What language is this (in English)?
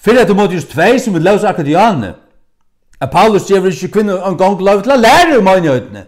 Faroese